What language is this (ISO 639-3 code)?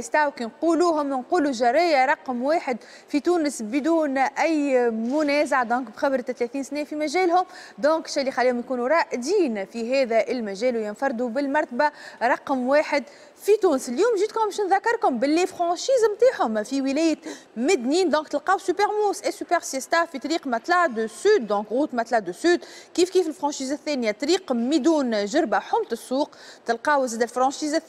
aeb